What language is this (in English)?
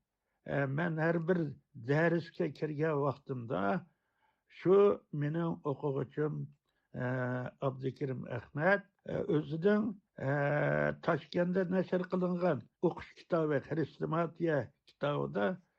Uyghur